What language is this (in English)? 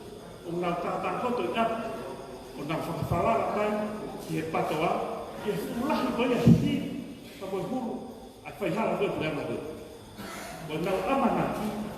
Tongan